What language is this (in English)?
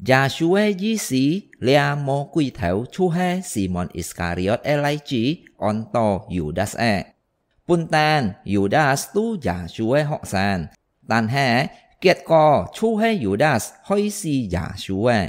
Hakka Chinese